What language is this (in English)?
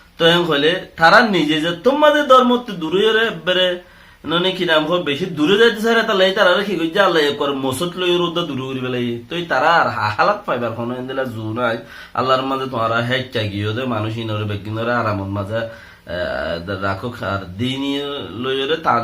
Rohingya